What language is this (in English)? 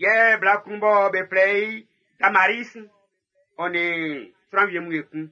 Baoulé